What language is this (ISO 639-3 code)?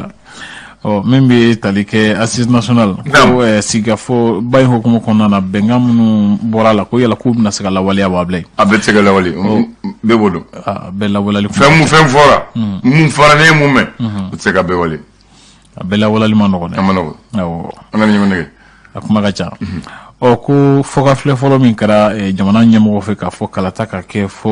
bam